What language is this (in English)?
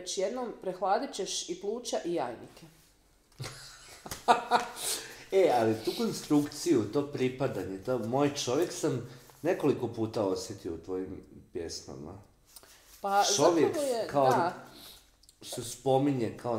Croatian